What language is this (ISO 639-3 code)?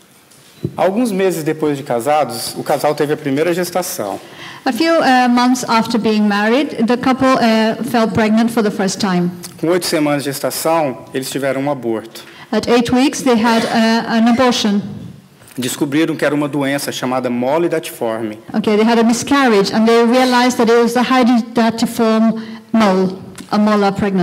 por